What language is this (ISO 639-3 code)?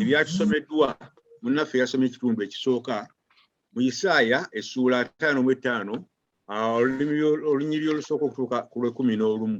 lug